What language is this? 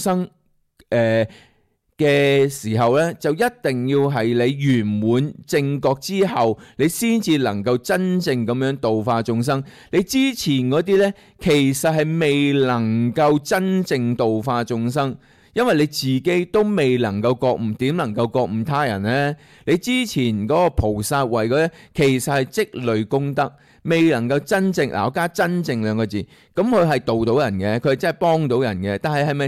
Cantonese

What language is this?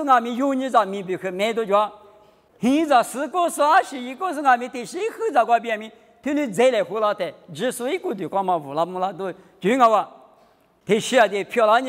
Lisu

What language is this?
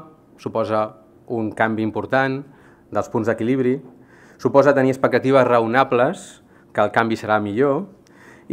Catalan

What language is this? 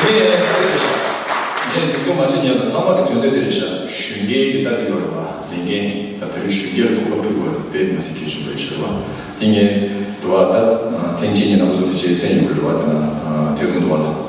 Tibetan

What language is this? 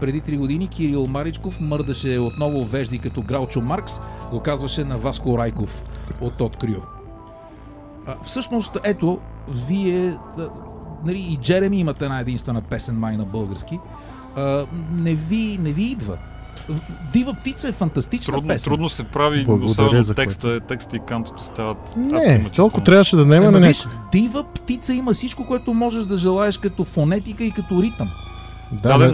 Bulgarian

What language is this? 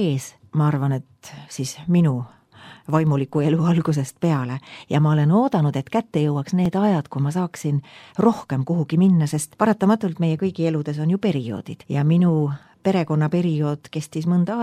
Estonian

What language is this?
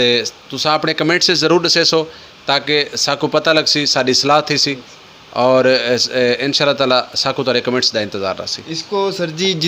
Saraiki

